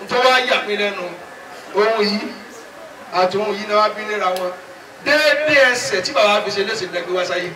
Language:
Yoruba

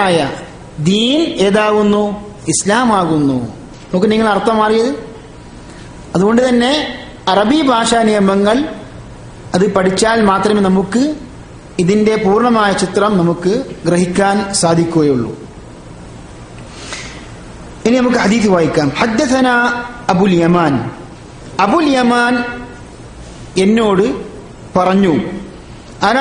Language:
Malayalam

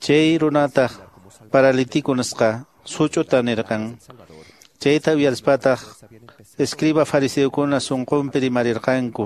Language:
Quechua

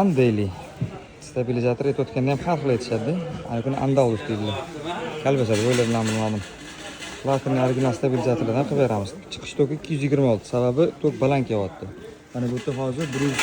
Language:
Uzbek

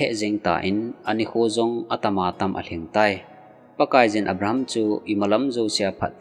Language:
Thado Chin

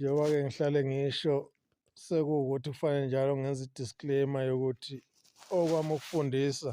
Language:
Zulu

